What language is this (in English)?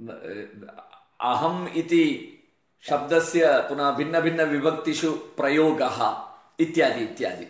Sanskrit